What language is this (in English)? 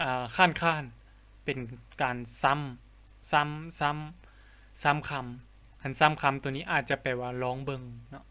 Lao